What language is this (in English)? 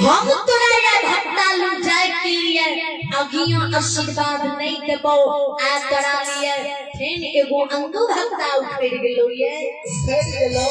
Maithili